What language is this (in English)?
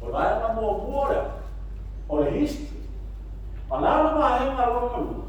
Samoan